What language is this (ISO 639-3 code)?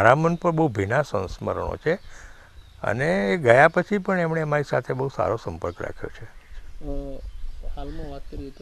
guj